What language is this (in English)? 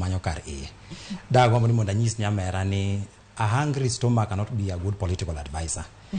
Luo (Kenya and Tanzania)